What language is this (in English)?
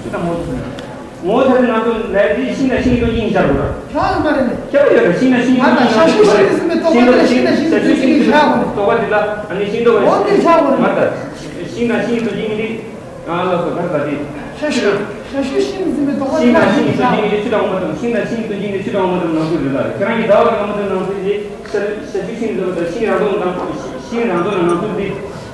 Tibetan